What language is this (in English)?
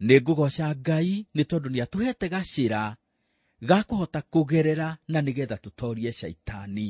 Kikuyu